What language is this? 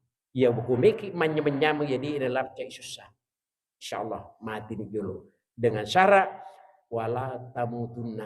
Buginese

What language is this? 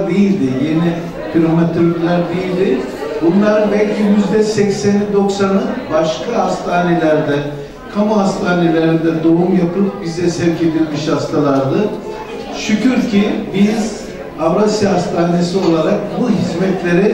Turkish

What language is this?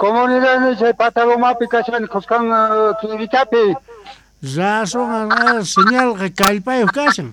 South Bolivian Quechua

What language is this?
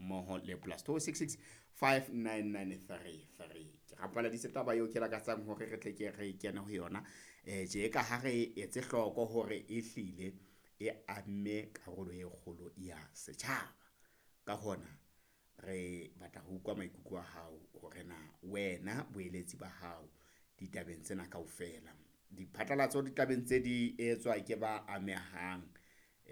Southern Sotho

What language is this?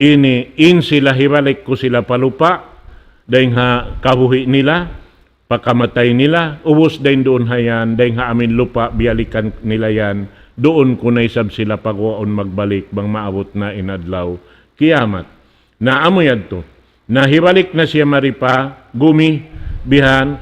Tausug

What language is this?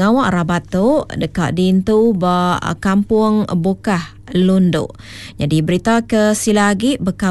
Iban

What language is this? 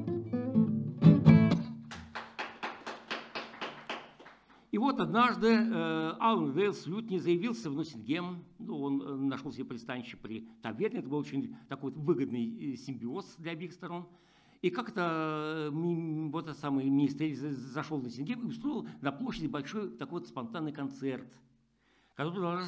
Russian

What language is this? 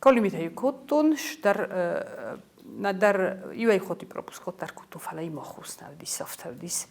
Ossetic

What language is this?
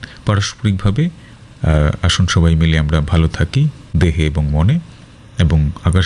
Bangla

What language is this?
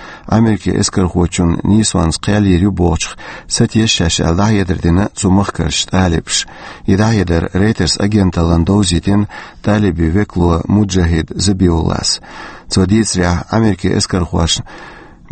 Chechen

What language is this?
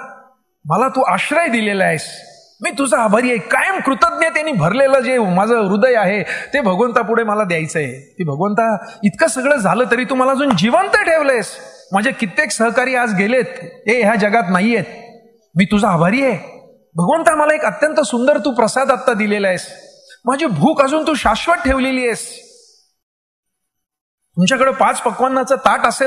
Marathi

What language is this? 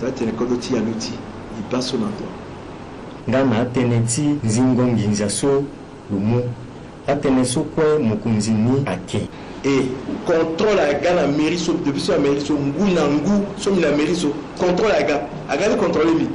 Sango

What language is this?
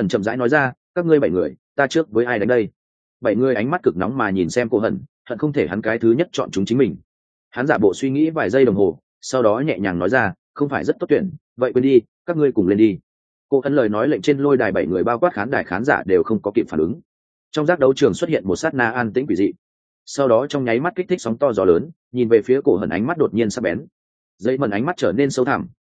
Vietnamese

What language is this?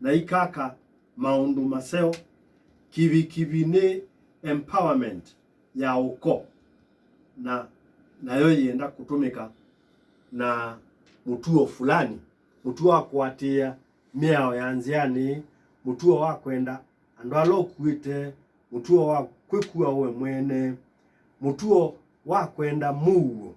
Kamba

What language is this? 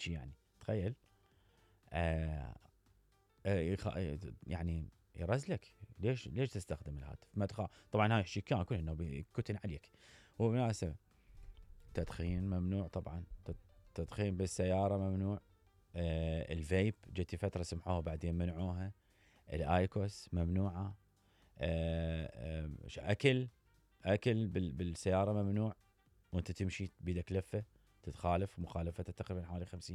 Mesopotamian Arabic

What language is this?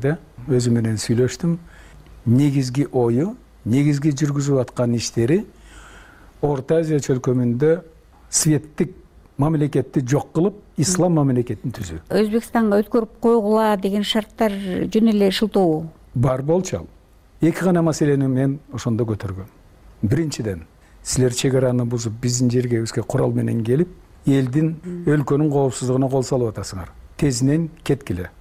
Kyrgyz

